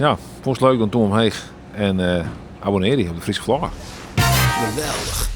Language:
Western Frisian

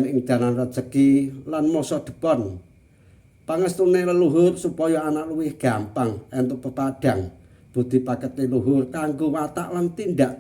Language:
Javanese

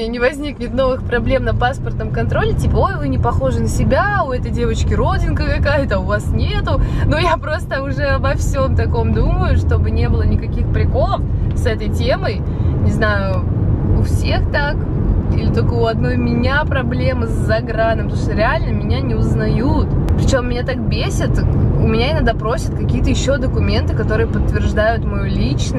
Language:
Russian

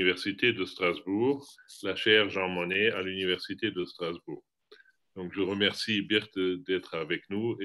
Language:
French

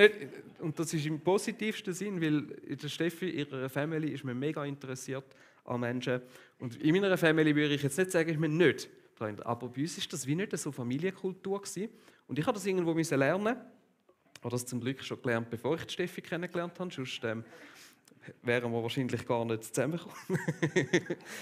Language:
Swiss German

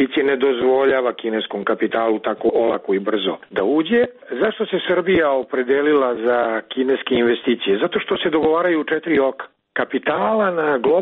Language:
Serbian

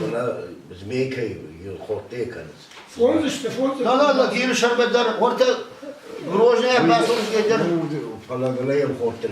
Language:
Ossetic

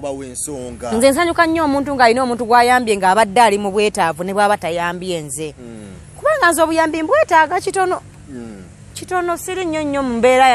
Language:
Ganda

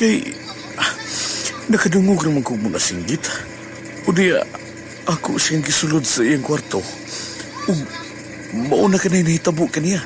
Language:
Cebuano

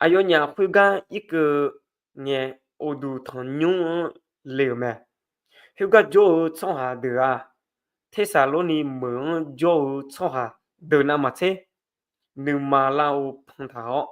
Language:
Akha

